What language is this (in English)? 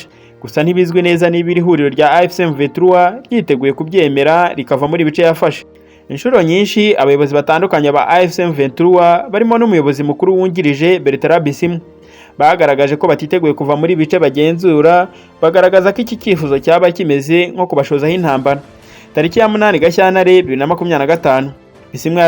Kinyarwanda